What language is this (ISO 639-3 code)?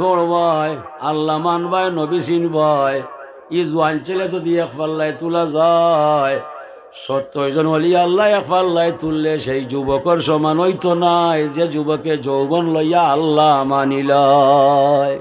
syl